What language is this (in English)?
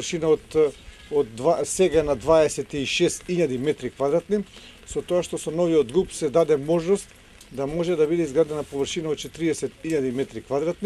Macedonian